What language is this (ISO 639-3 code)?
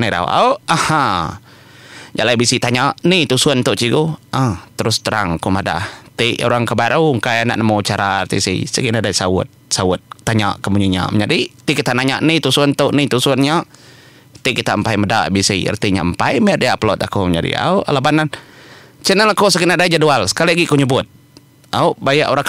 iba